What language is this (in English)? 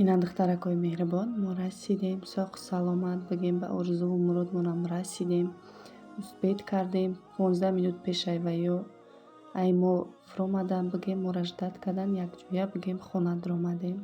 Tajik